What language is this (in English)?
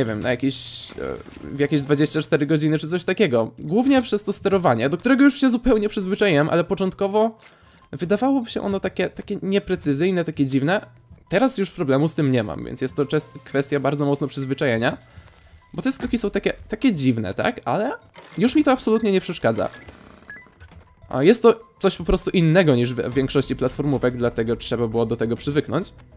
Polish